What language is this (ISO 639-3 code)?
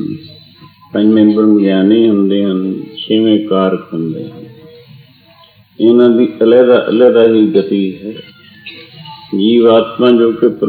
pan